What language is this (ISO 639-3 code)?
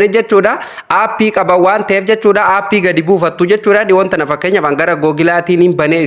orm